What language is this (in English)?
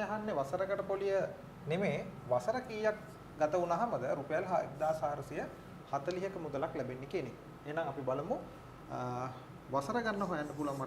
Sinhala